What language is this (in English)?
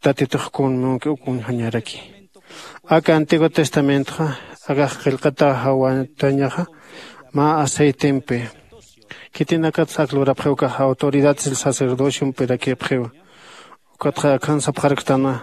Aymara